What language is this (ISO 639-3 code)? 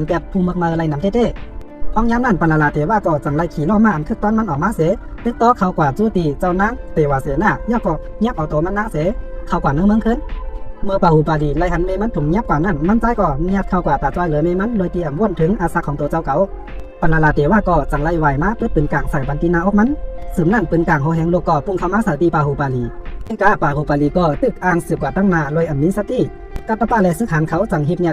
shn